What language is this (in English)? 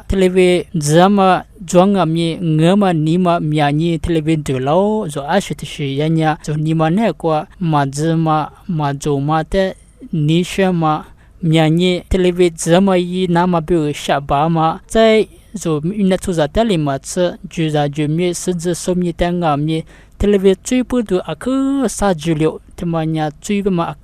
Lisu